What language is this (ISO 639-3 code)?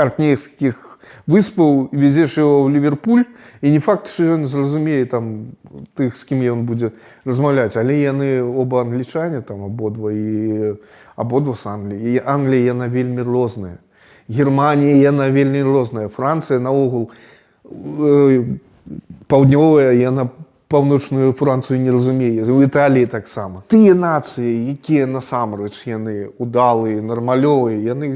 bel